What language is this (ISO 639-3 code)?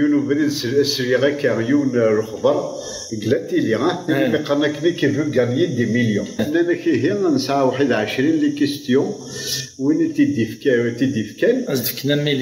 kab